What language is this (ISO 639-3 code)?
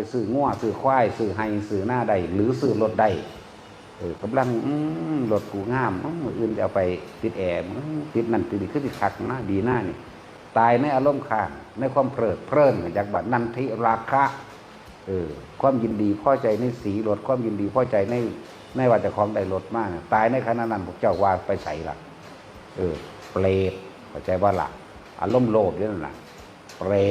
tts